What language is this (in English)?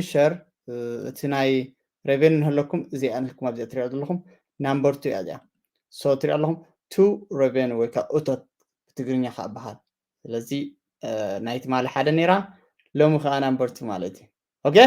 Tigrinya